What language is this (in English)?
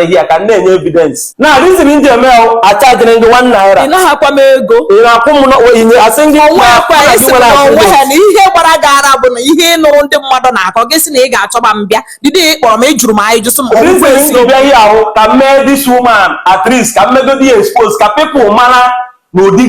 Igbo